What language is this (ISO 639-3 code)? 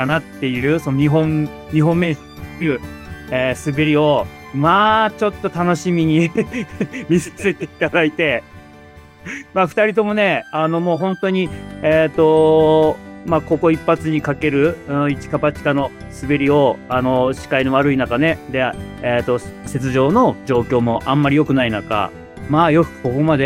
jpn